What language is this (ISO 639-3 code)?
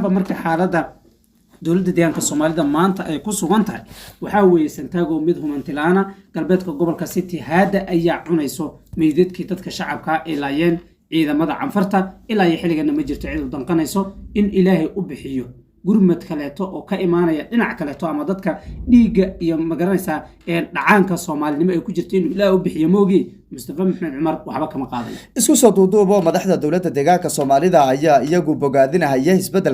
som